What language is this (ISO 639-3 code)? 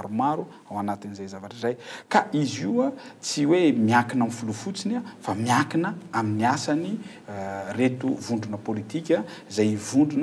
mlg